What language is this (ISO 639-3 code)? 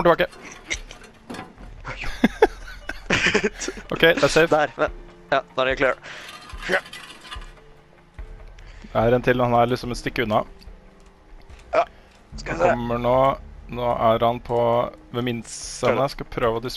nor